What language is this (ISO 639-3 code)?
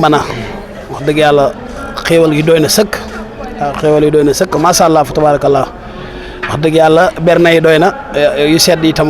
wol